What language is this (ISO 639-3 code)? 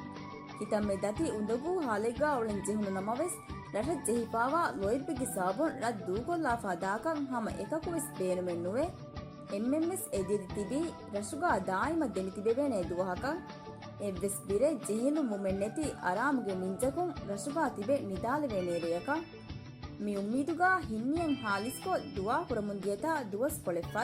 div